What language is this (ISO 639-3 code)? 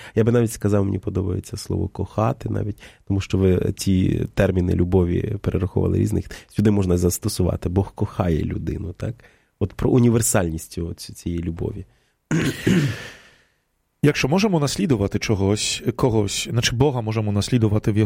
ukr